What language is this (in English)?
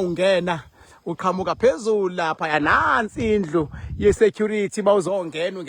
Zulu